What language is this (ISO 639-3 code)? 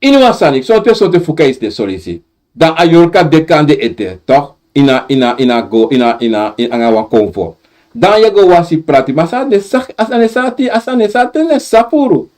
srn